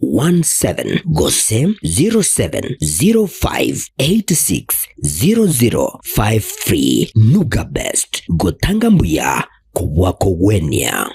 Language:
Gusii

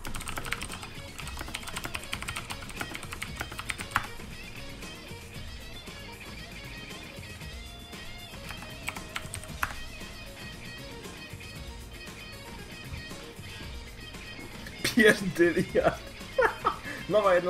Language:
Polish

